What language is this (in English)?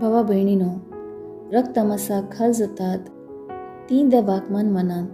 Konkani